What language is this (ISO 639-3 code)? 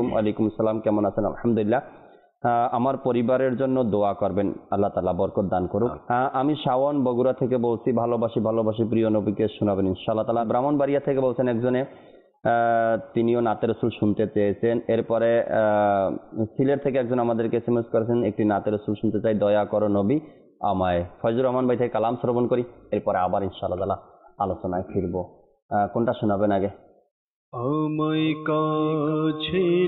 ben